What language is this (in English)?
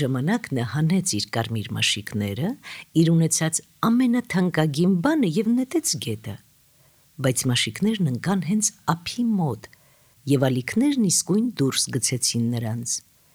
Armenian